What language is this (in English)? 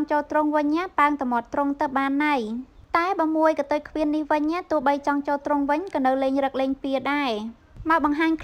Khmer